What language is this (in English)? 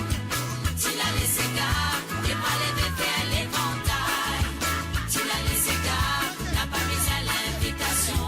Morisyen